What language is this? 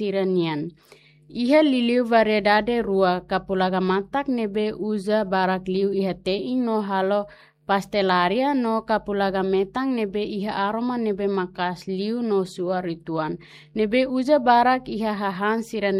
Tetum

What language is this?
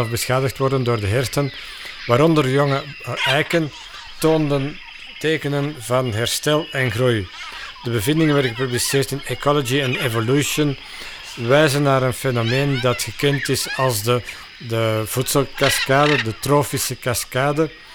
Dutch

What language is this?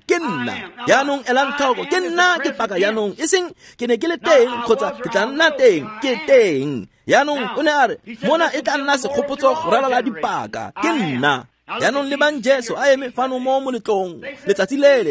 Tswana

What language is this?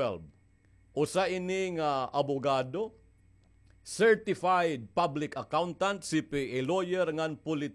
Waray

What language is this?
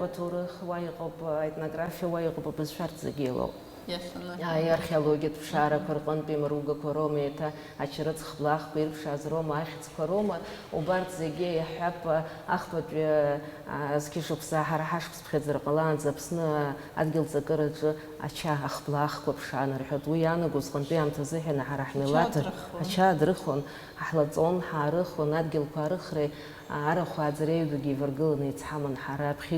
Abkhazian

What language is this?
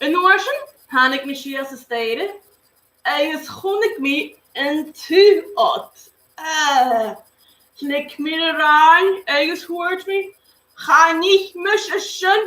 Scottish Gaelic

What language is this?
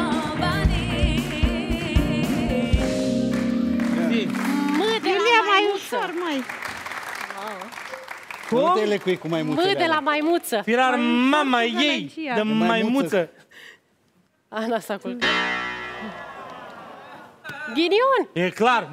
Romanian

